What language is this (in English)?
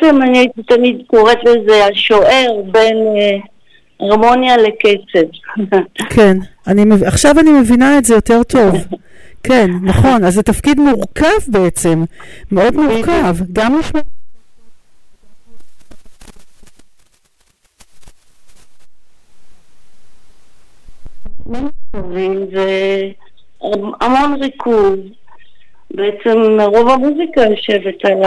Hebrew